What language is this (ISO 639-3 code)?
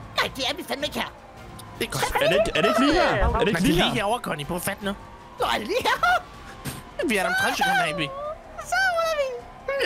dan